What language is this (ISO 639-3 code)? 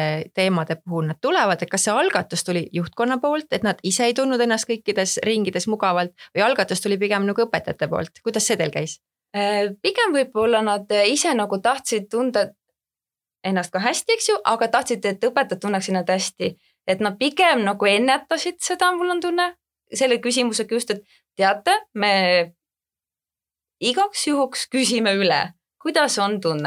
est